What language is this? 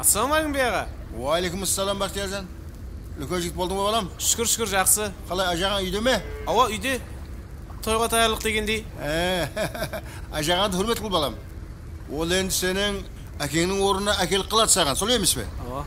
Kara-Kalpak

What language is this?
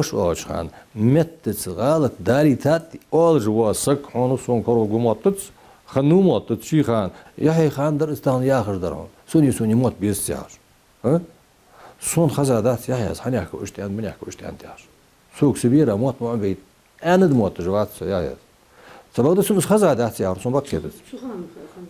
Ingush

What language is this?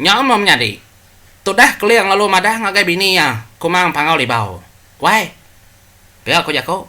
Iban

